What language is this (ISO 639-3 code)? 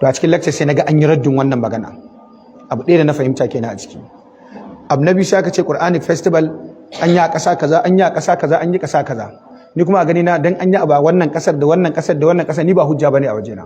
hau